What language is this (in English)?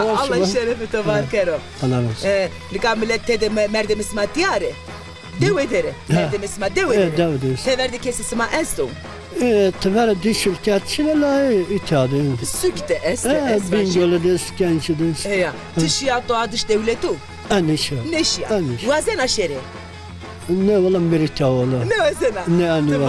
Zaza